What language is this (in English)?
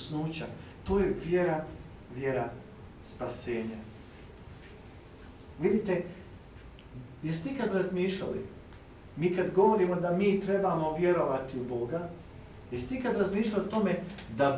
Croatian